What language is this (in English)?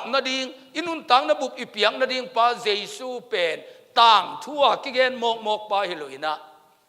Tedim Chin